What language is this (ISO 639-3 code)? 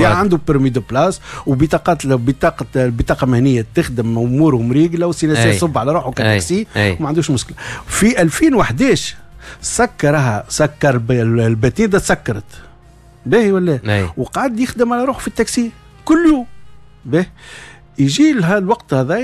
aeb